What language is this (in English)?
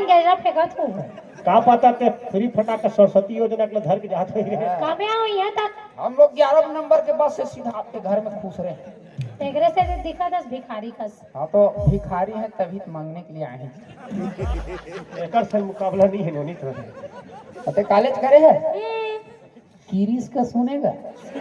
Chhattisgarhi